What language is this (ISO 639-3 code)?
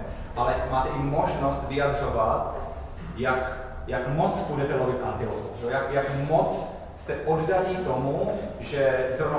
ces